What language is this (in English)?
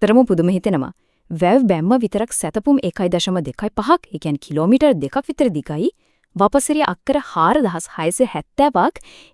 Sinhala